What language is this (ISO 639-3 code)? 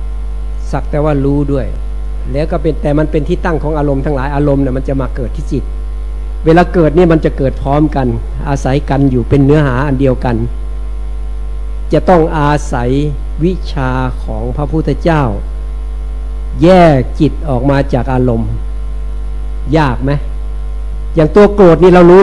tha